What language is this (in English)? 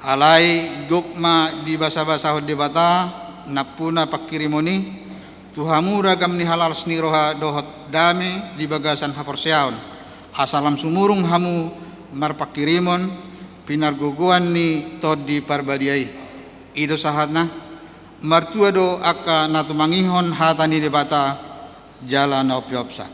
Batak Toba